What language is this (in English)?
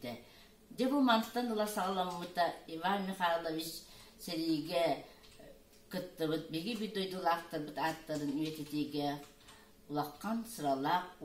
Yakut